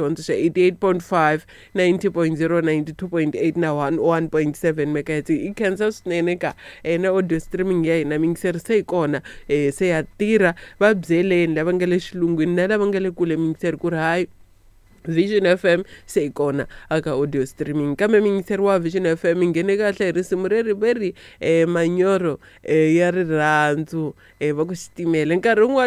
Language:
Tsonga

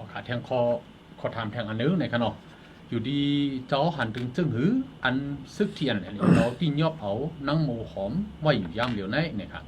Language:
Shan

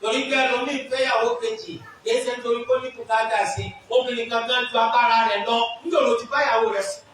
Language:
Yoruba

